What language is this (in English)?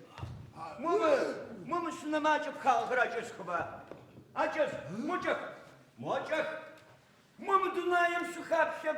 Adyghe